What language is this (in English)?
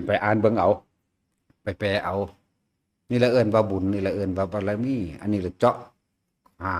Lao